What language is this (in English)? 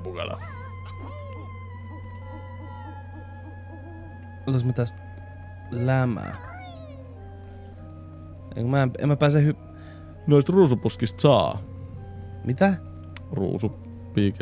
Finnish